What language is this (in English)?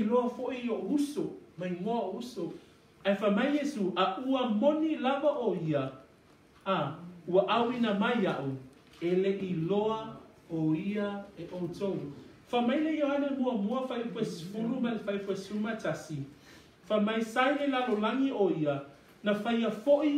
Samoan